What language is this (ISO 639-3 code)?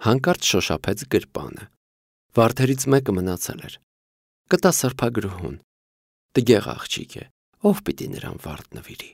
hye